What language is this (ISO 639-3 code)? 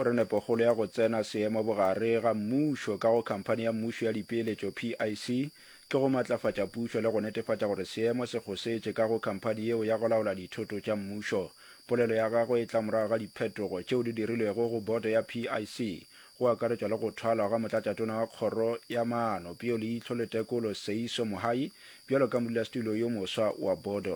nso